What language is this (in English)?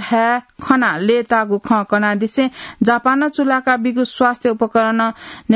Newari